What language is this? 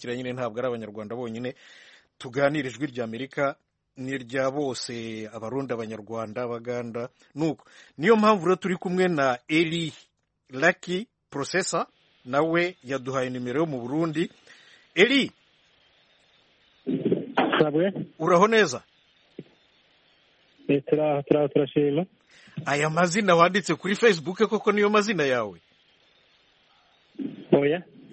Kinyarwanda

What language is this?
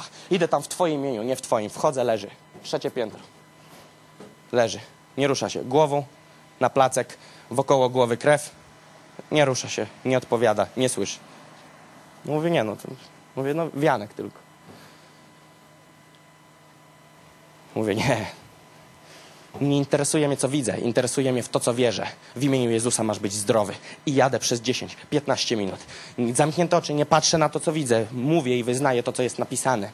Polish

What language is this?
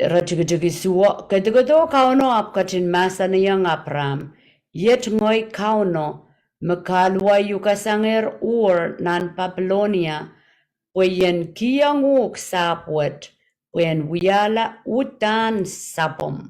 Pohnpeian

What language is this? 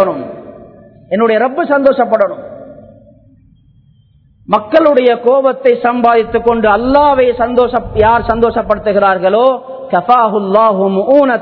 Tamil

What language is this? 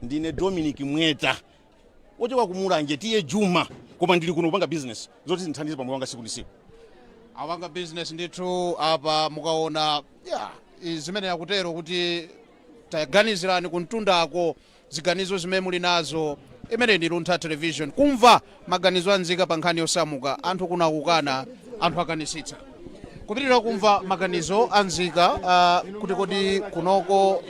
Nyanja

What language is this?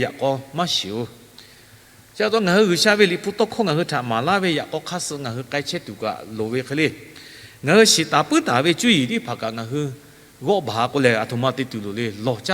Lahu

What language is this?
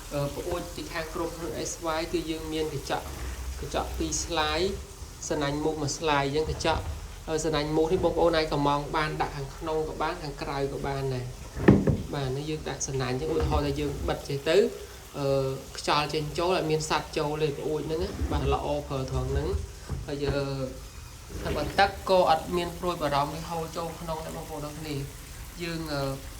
Khmer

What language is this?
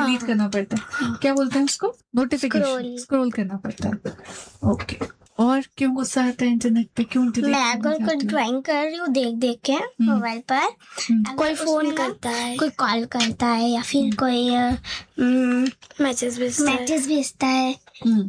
Hindi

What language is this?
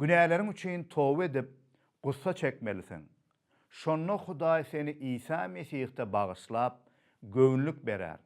Turkmen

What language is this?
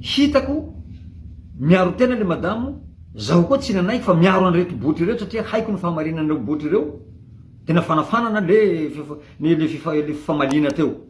Malagasy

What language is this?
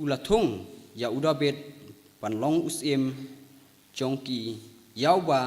Khasi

